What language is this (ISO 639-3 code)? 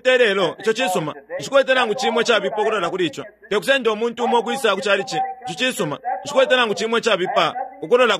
bem